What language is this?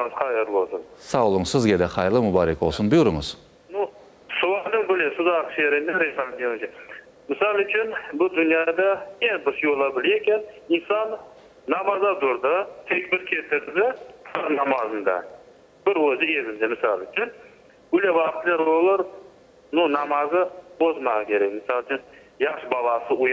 Crimean Tatar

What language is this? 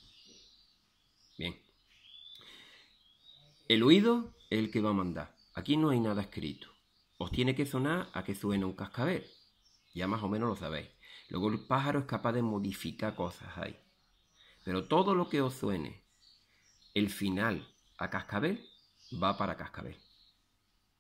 Spanish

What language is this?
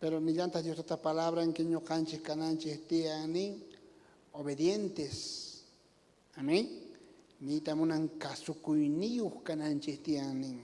South Bolivian Quechua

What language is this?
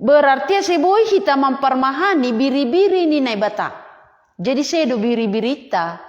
Batak Simalungun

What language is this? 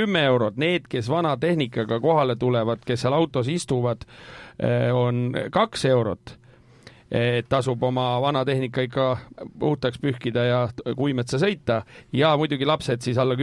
Estonian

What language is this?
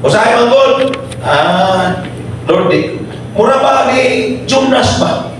Cebuano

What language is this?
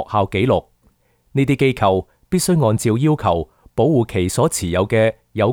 Cantonese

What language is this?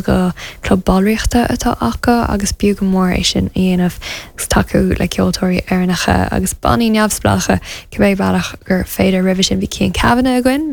Irish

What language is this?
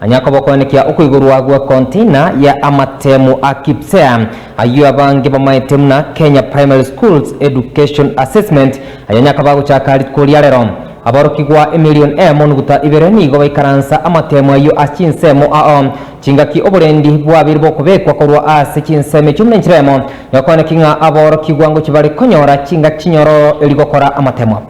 Gusii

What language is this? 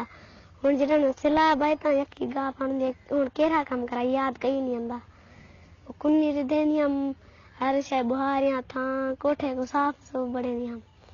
Saraiki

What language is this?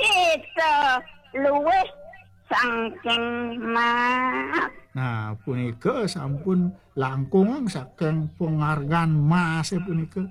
Balinese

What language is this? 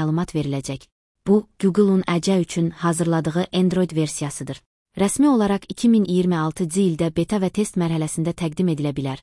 Azerbaijani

